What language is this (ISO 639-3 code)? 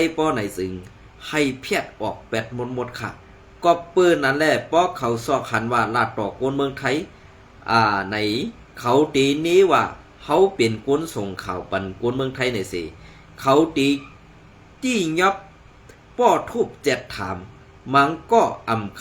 shn